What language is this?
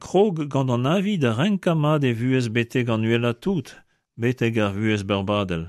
Breton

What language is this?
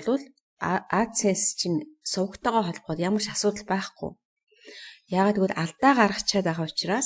Mongolian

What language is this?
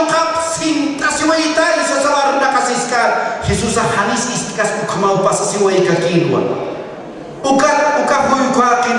Aymara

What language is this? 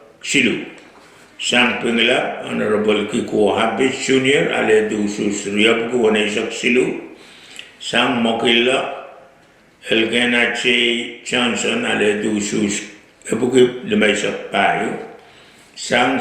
Pohnpeian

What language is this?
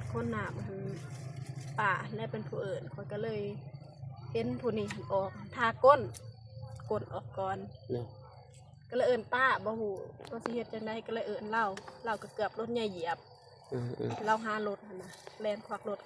Lao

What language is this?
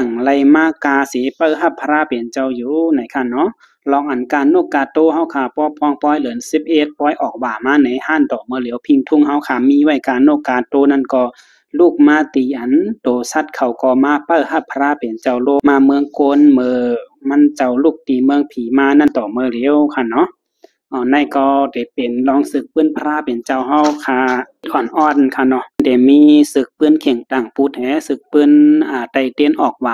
Shan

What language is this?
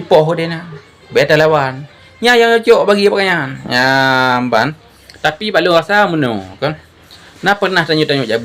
Achinese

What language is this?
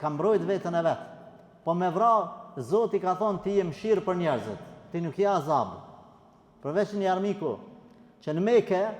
Albanian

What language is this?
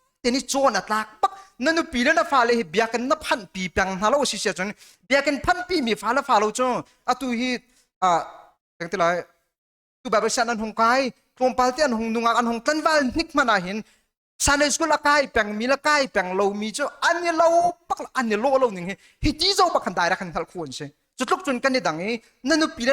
Hakha Chin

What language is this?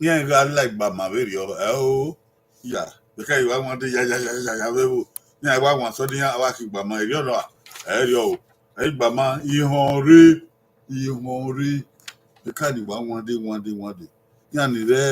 Bini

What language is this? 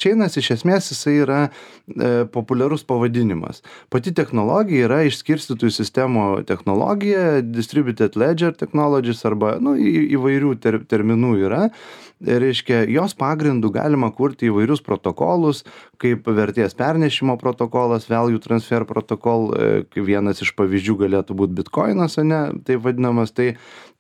Lithuanian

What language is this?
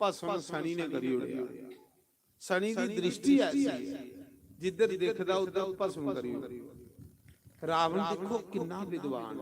Dogri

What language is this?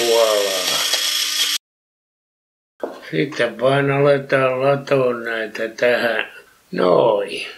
Finnish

